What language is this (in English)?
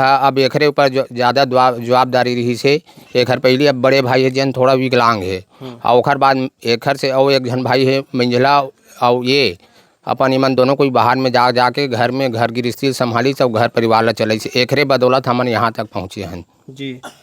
Chhattisgarhi